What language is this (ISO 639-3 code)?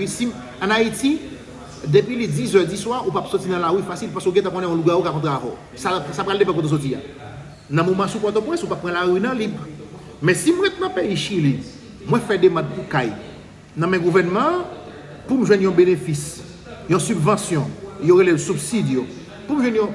hat